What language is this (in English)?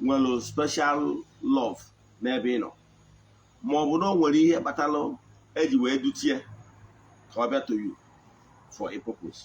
Igbo